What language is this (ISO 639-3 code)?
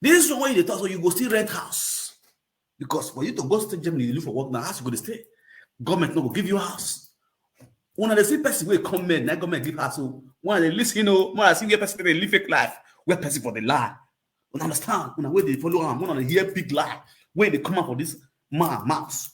pcm